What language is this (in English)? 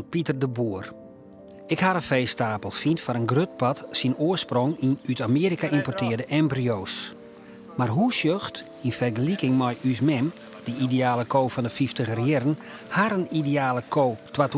Western Frisian